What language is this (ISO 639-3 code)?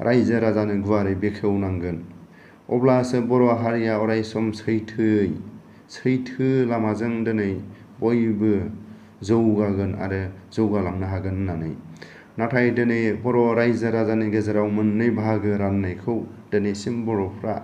brx